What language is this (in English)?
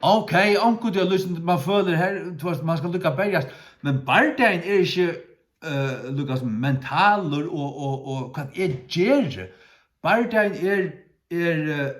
Faroese